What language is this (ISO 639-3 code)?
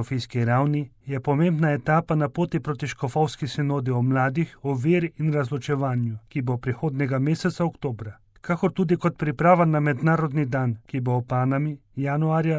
slv